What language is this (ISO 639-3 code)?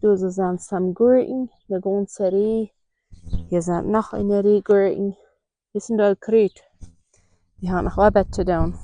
pdt